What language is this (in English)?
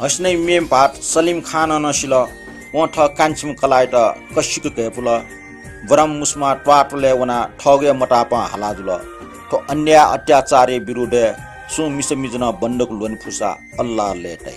Newari